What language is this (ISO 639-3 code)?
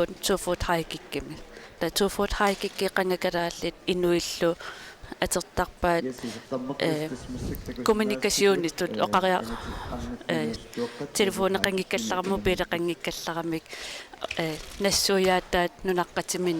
kal